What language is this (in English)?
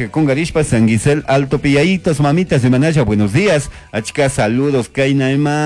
Chimborazo Highland Quichua